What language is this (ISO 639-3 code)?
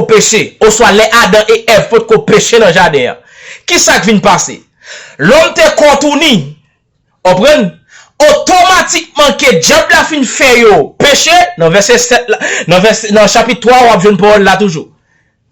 hat